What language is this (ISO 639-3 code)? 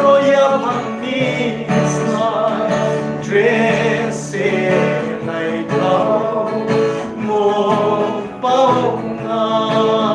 ria